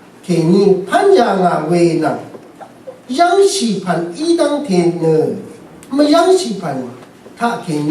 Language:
Rawang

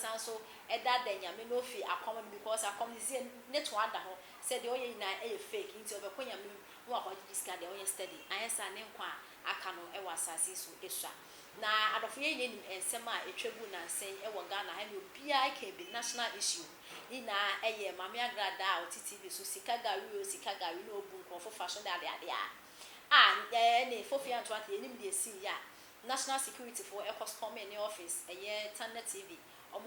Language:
Akan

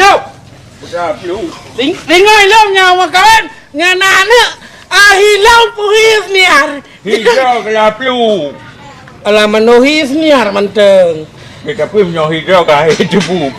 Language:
Achinese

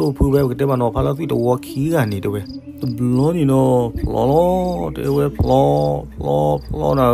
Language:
S'gaw Karen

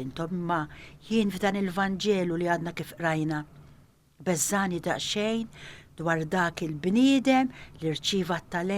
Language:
Maltese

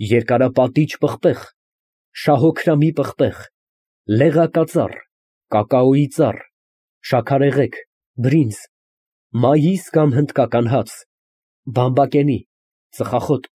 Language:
Armenian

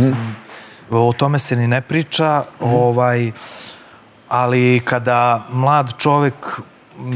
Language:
Serbian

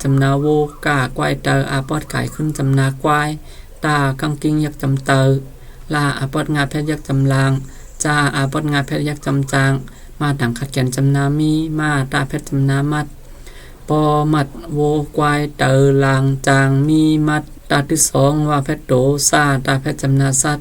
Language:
Shan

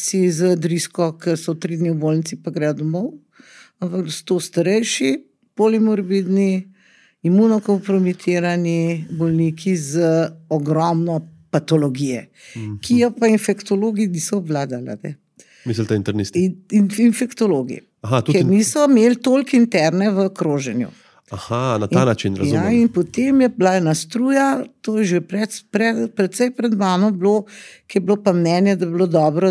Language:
Slovenian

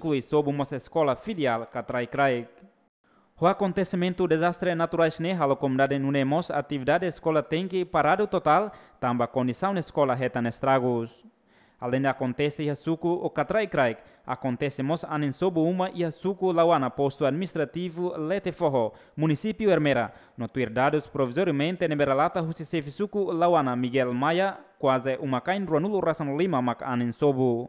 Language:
Tetum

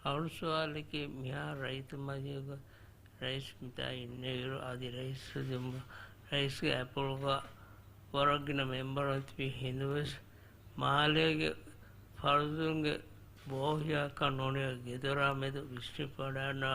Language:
Divehi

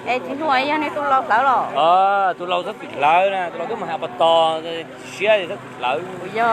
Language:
Hmong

